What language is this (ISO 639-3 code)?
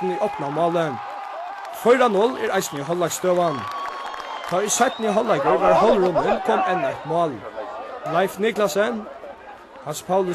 fao